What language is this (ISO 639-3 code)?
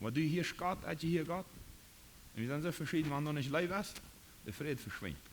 pdt